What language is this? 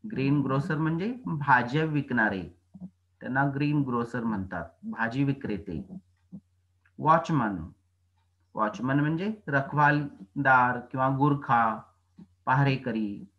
Marathi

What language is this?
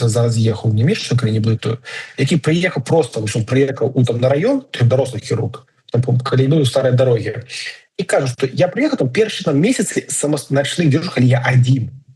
Belarusian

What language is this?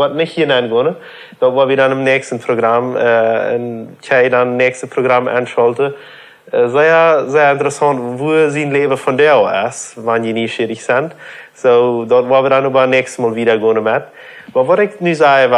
Plautdietsch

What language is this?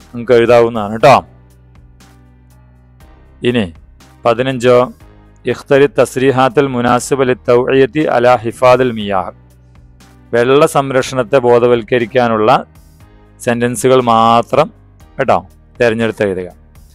Malayalam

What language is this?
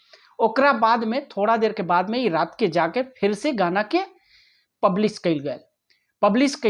Bhojpuri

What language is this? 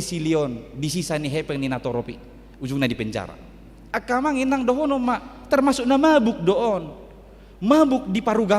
Batak Toba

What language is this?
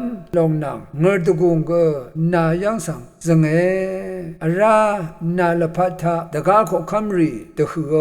Rawang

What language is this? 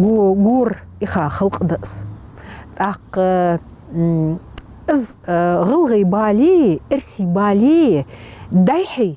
Ingush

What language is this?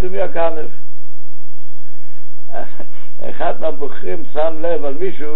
Hebrew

